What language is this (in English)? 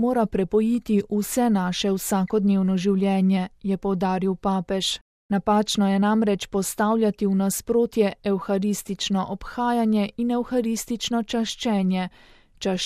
Slovenian